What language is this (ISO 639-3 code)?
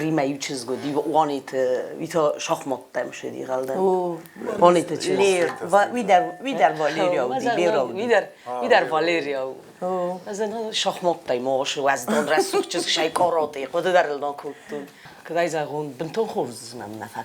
oss